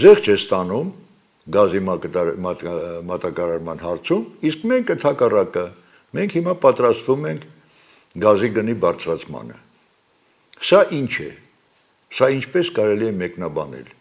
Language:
Armenian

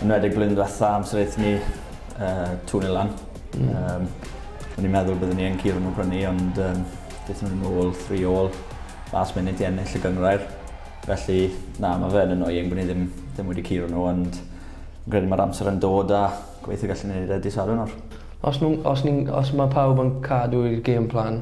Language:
Welsh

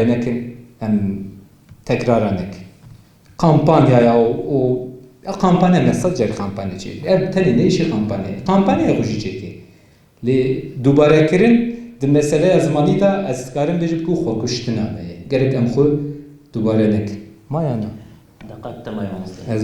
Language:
Kurdish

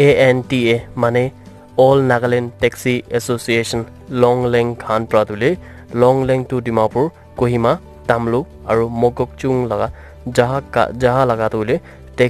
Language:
Naga Pidgin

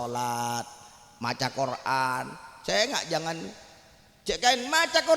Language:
Madurese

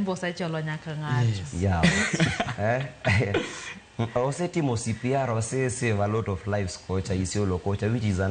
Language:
Luo (Kenya and Tanzania)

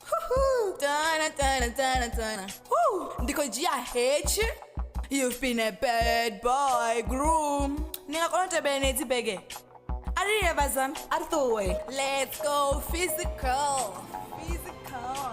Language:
Venda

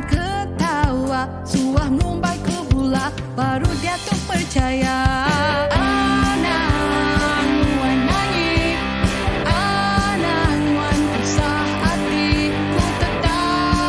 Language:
Iban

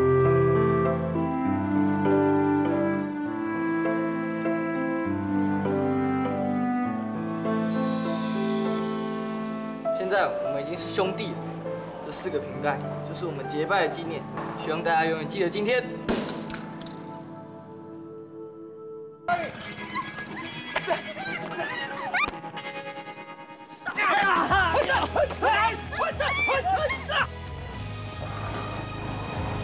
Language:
Chinese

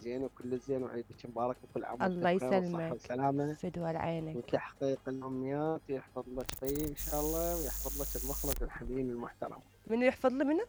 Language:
Mesopotamian Arabic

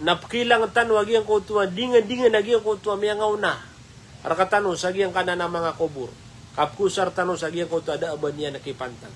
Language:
Maranao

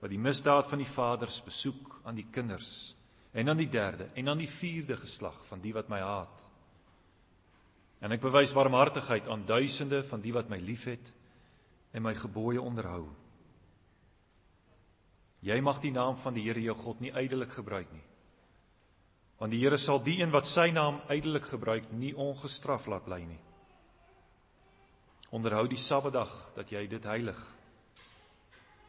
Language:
Afrikaans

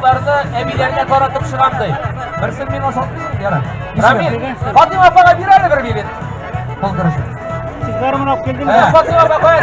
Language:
Tatar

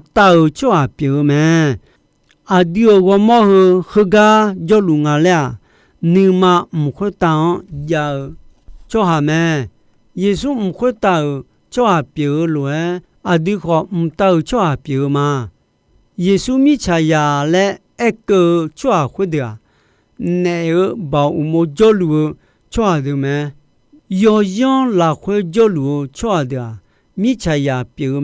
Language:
Akha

